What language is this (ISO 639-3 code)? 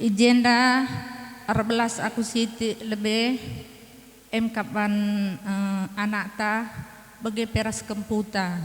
btx